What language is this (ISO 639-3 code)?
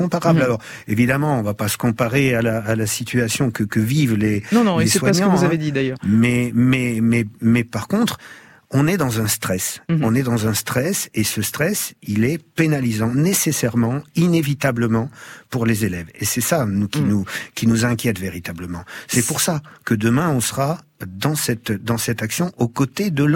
fra